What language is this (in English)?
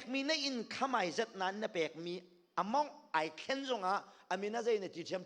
Hakha Chin